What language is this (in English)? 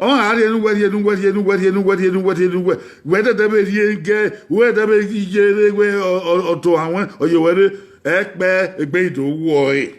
Bini